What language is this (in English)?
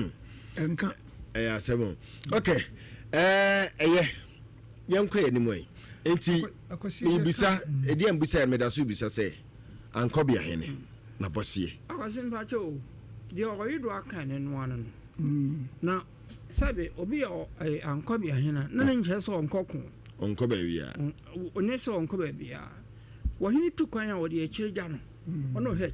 Akan